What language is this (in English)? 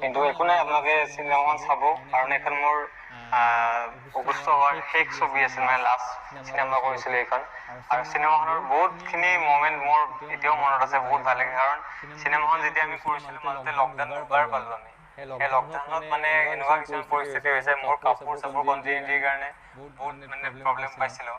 Assamese